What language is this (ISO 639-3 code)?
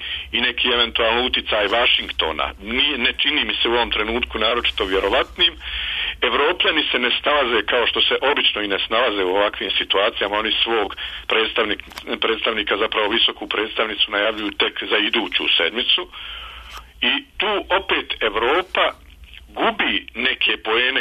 srp